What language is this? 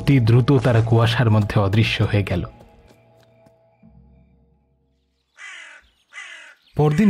Bangla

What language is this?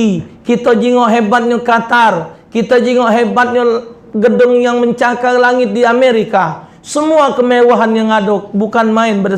Musi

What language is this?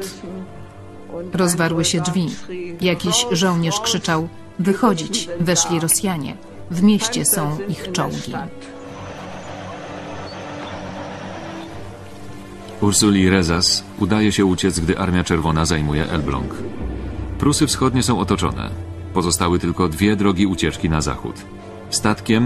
Polish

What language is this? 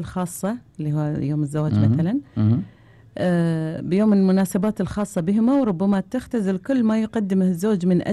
Gulf Arabic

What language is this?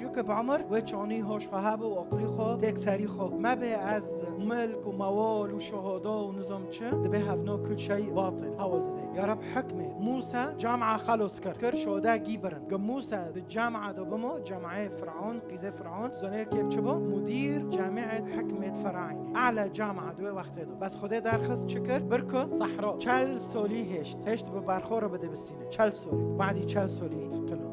Kurdish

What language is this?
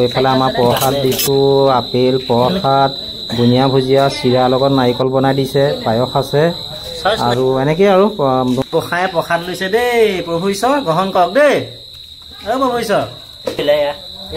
Assamese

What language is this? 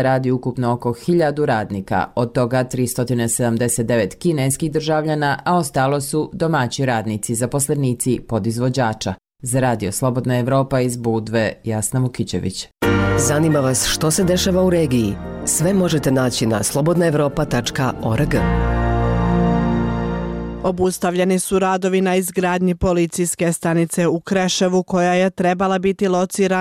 Bosnian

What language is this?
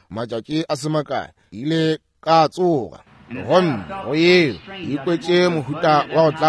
Northern Sotho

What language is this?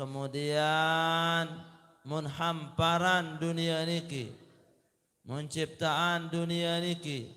Sasak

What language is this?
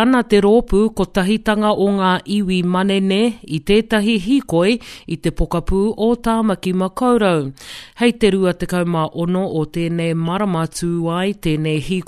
Māori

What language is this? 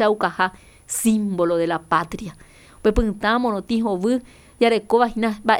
Guarani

